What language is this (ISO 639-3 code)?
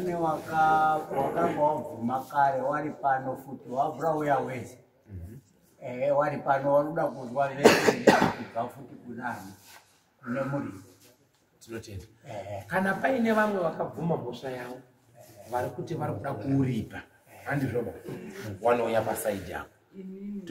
sna